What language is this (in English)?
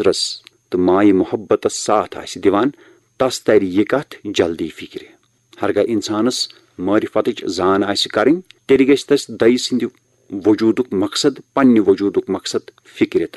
Kashmiri